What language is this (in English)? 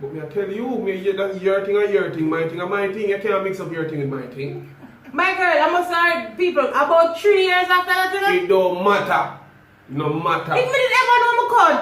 Jamaican Creole English